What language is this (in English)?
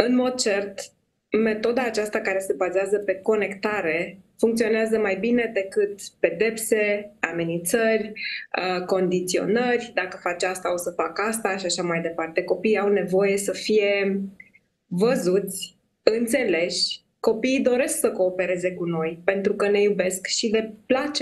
Romanian